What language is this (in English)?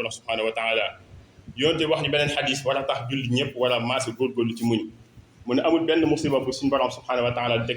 Wolof